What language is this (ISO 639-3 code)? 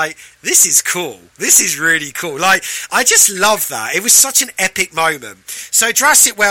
eng